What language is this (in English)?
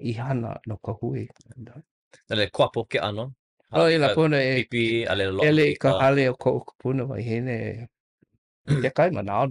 Hawaiian